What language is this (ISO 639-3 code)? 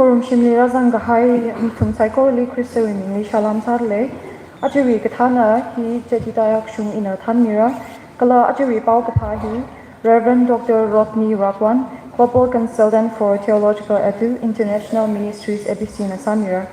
nmf